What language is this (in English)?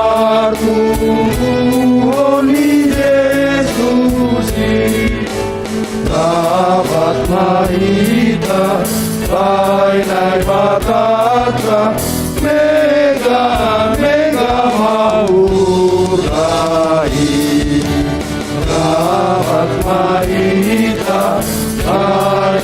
Batak Simalungun